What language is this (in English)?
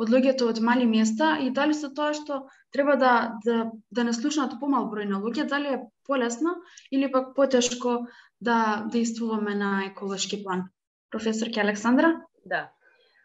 Macedonian